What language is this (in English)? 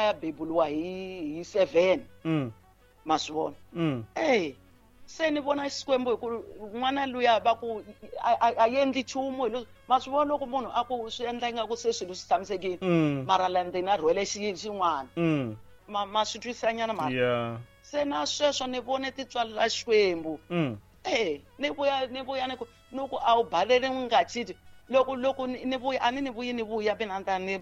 Tsonga